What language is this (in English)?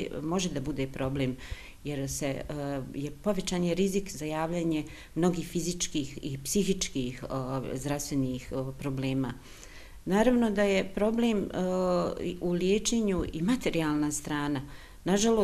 Bosnian